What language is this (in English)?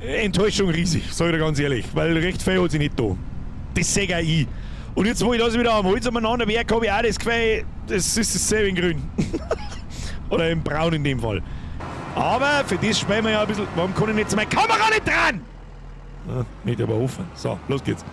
Bavarian